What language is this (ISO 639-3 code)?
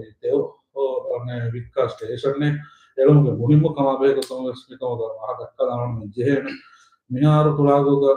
div